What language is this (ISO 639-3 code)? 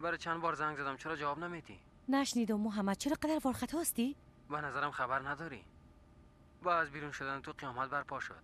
fas